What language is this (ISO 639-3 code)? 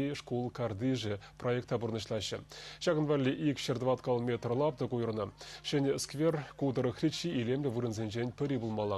chv